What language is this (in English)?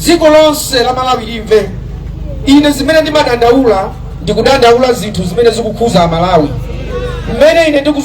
Nyanja